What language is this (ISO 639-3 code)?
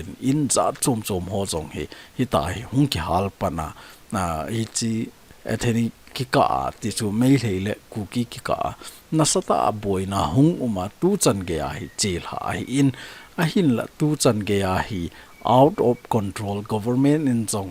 tcz